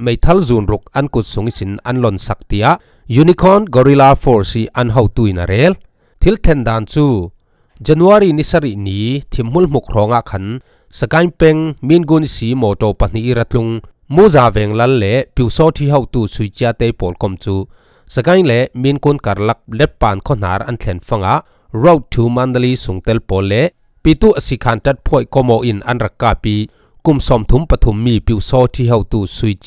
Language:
Falam Chin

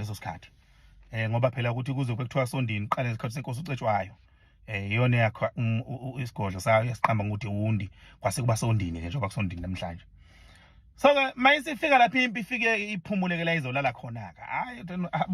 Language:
Zulu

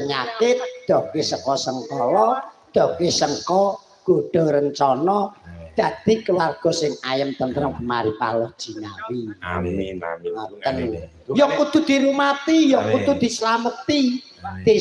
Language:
Javanese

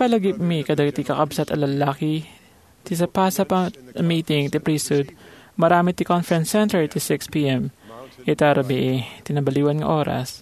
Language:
Iloko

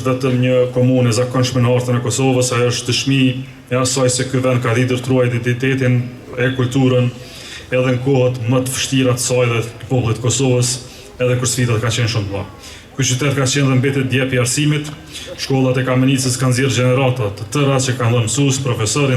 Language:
Albanian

